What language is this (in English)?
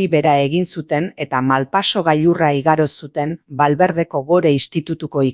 Basque